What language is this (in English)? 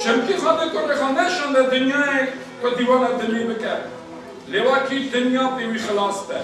Kurdish